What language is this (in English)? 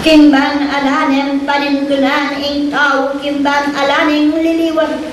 Pampanga